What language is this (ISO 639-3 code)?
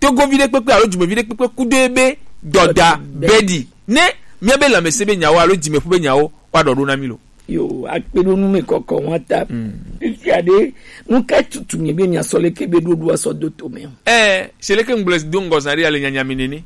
gej